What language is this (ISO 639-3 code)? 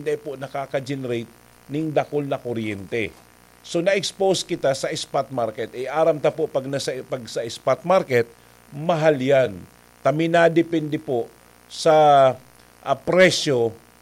bik